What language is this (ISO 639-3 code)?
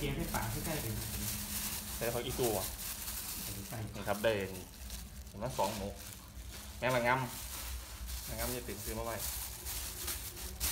tha